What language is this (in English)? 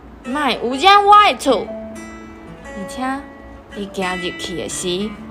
Min Nan Chinese